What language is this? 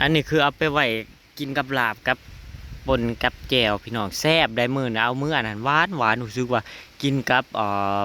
Northeastern Thai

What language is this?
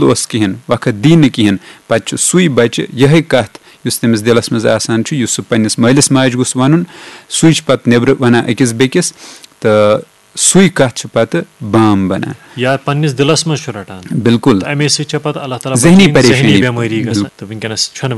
Kashmiri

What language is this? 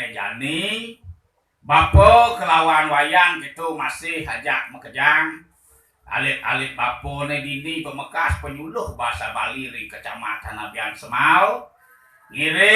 Balinese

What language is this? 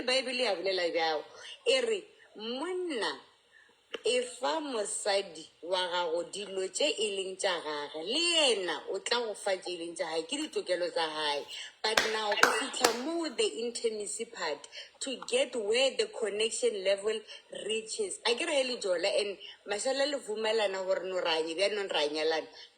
Southern Sotho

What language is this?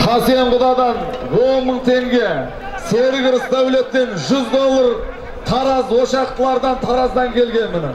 Kazakh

